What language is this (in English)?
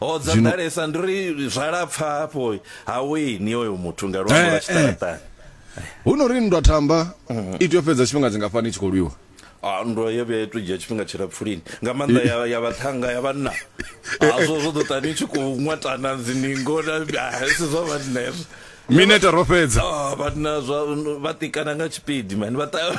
Venda